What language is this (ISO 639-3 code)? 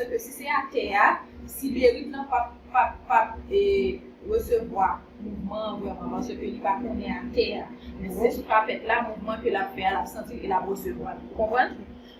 hat